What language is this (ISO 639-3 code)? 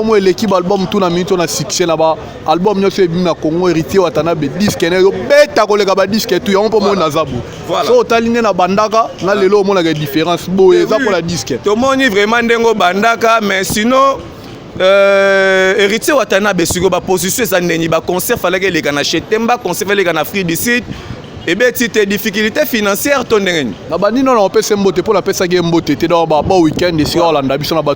lin